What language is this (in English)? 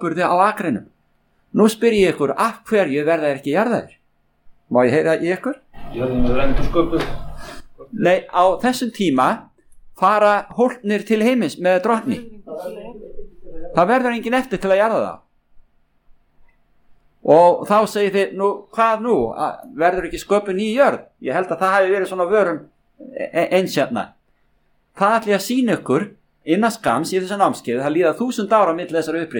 Icelandic